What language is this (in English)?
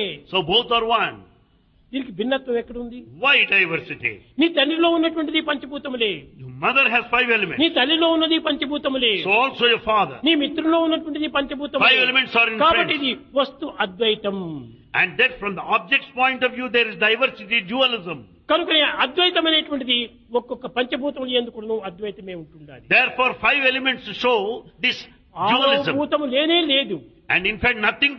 Telugu